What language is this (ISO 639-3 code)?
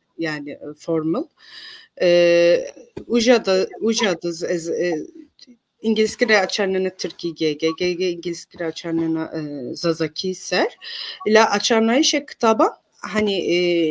zza